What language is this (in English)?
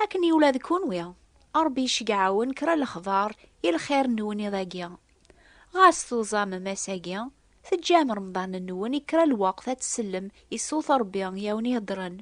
Kabyle